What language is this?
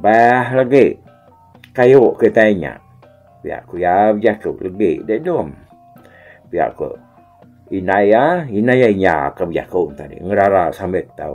Iban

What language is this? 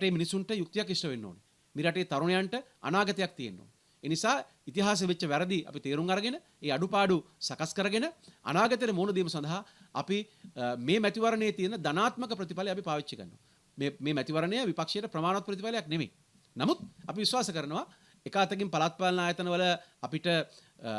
Sinhala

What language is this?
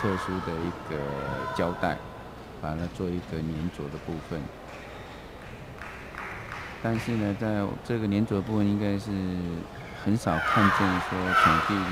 Chinese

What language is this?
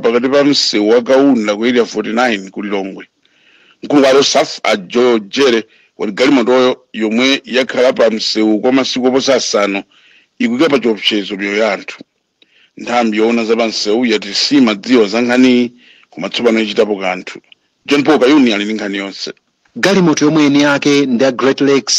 Nyanja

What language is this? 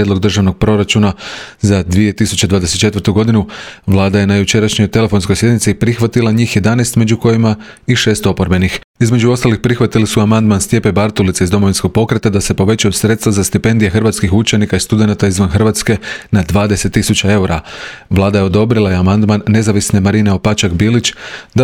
Croatian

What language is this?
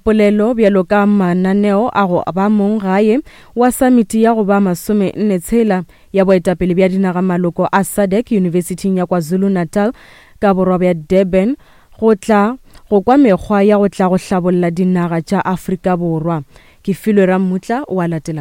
Northern Sotho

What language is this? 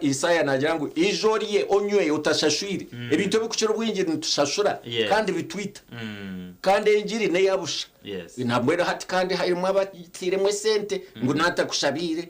Nyankole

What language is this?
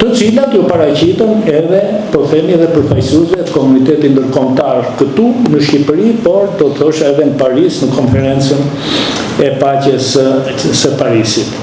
Albanian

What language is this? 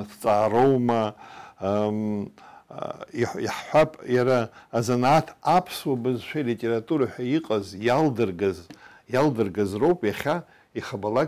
Abkhazian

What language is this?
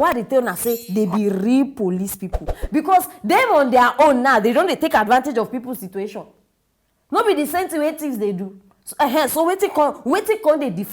Nigerian Pidgin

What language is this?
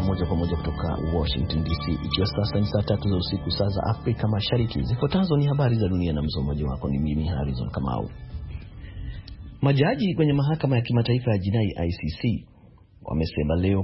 Swahili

